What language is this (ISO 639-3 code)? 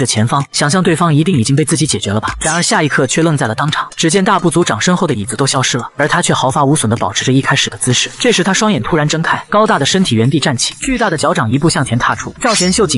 zho